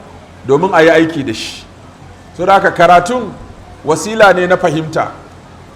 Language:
Hausa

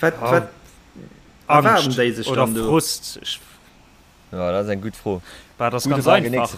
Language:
Luxembourgish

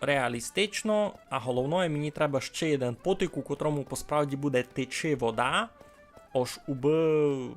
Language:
Rusyn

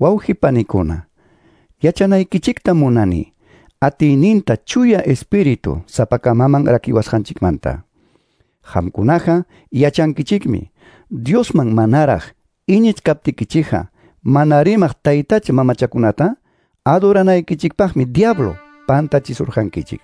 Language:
Quechua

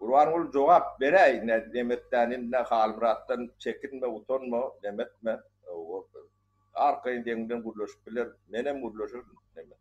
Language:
Turkmen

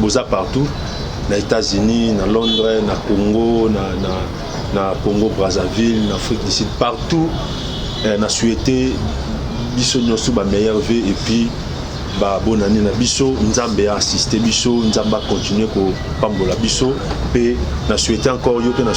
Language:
Lingala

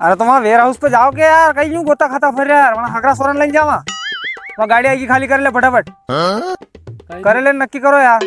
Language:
Rajasthani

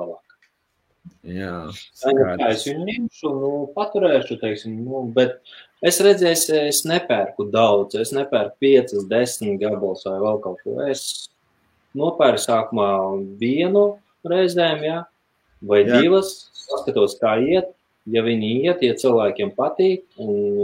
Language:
Latvian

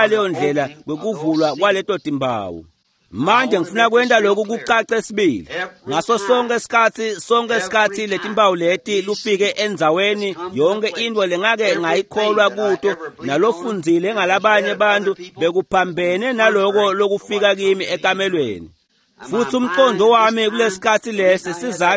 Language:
Swati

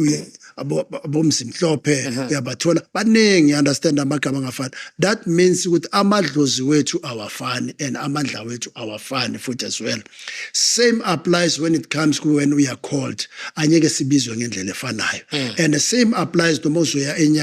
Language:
Zulu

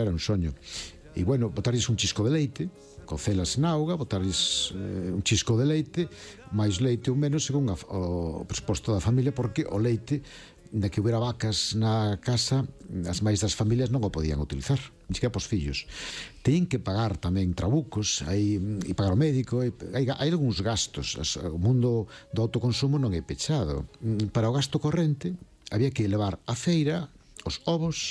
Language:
Galician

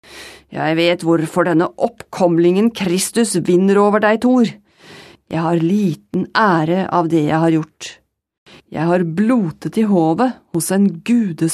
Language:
Norwegian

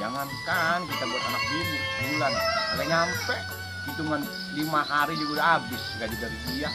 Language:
Betawi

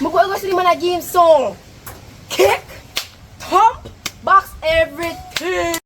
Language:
Jamaican Creole English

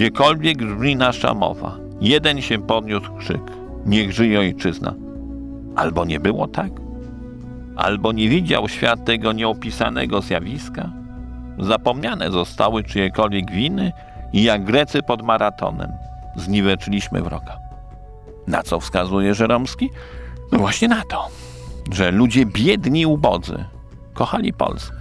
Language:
Polish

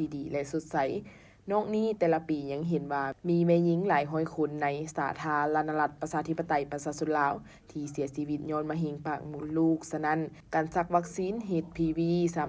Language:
Lao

